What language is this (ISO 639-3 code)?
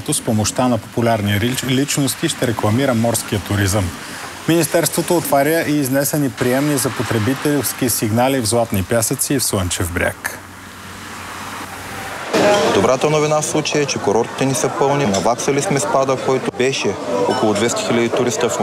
bul